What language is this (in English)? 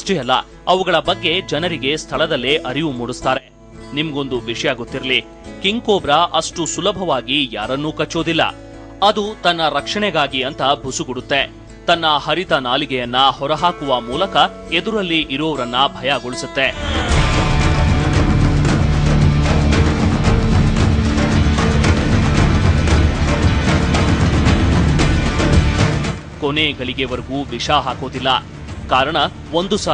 Kannada